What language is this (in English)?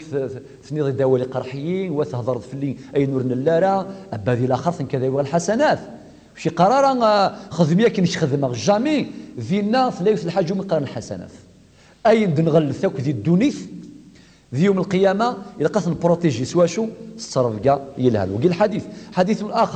Kabyle